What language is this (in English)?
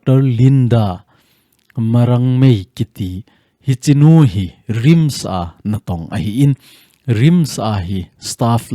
Thado Chin